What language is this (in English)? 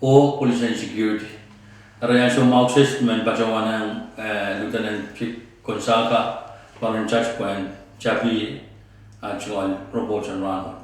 Pohnpeian